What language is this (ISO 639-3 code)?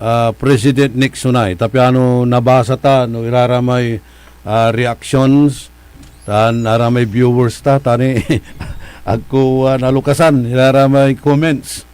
pag